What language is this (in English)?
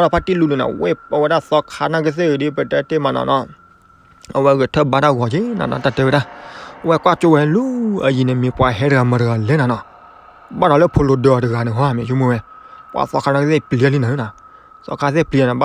S'gaw Karen